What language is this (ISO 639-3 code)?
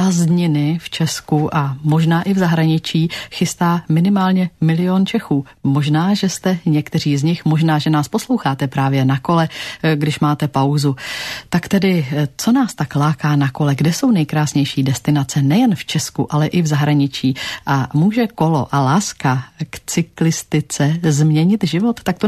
ces